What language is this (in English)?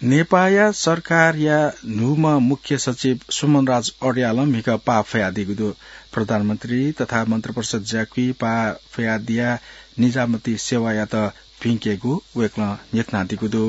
Newari